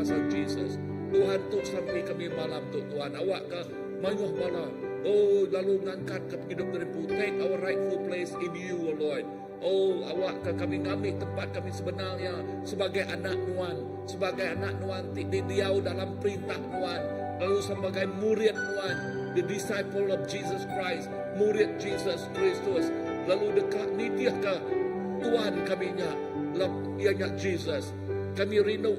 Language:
Iban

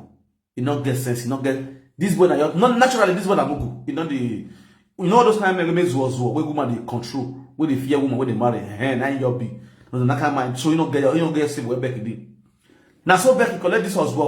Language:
Nigerian Pidgin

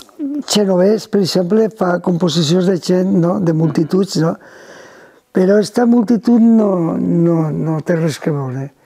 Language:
Catalan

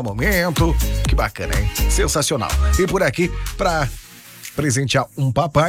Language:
Portuguese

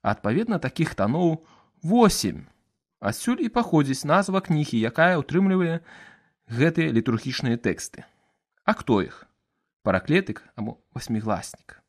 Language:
Belarusian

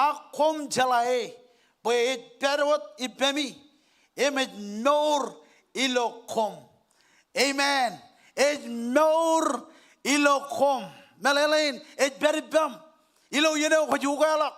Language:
Marshallese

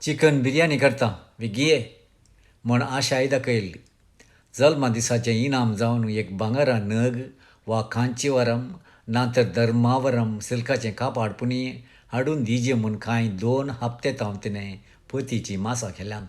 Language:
Konkani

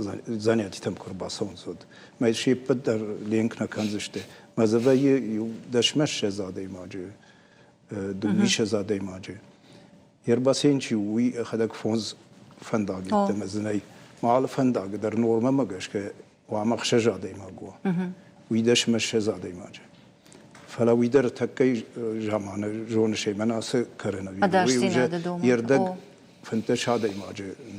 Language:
Ossetic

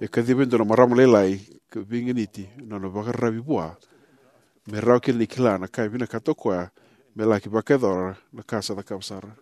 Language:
Fijian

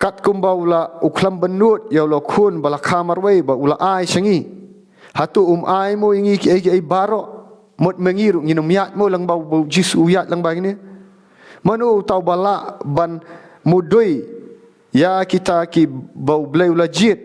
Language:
Khasi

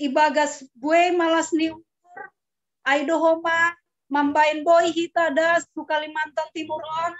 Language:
Batak Simalungun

